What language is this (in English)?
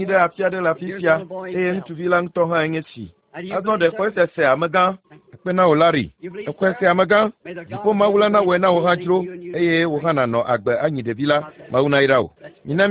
Ewe